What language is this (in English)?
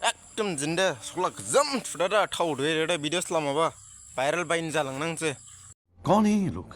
Dimasa